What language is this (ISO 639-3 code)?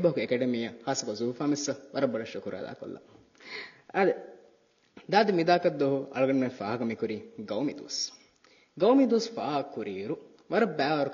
div